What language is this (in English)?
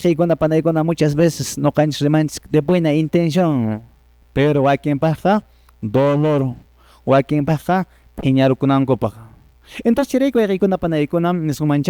Quechua